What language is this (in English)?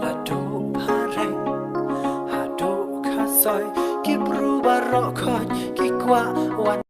Khasi